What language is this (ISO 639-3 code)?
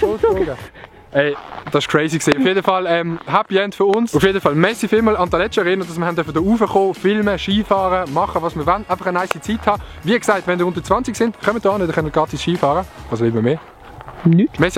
gsw